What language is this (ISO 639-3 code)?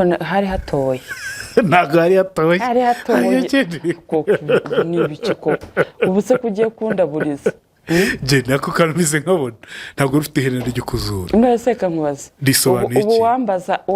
kin